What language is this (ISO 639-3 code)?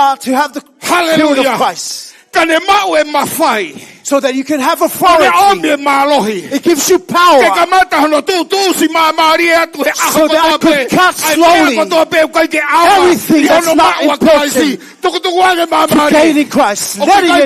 ton